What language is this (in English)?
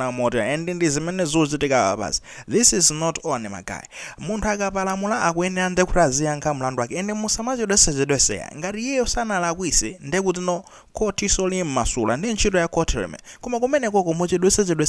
Nyanja